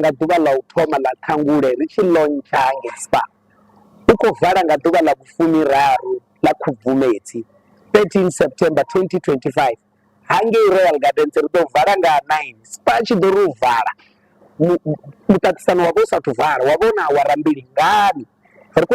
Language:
Venda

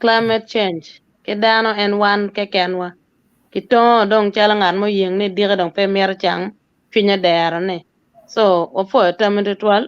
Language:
Acoli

